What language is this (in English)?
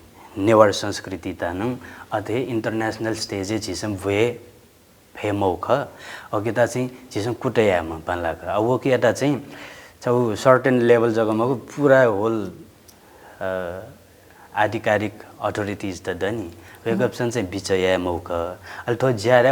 Newari